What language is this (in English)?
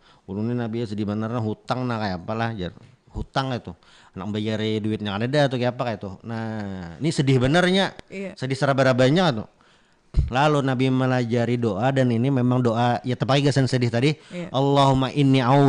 Banjar